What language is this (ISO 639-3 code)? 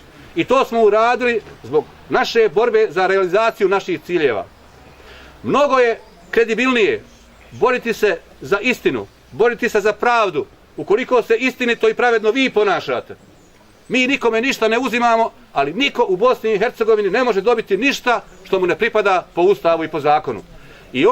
bos